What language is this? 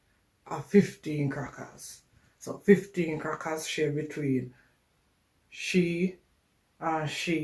Jamaican Creole English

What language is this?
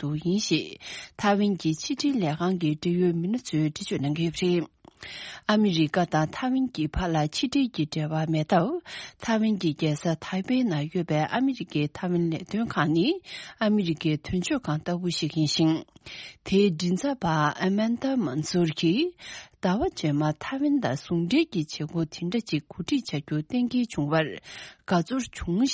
Tibetan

